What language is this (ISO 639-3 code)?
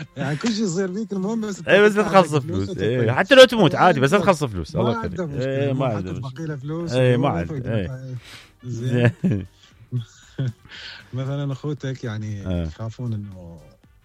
acm